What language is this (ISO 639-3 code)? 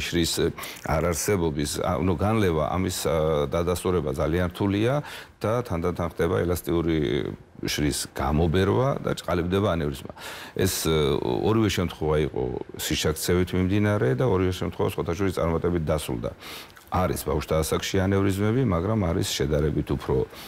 kat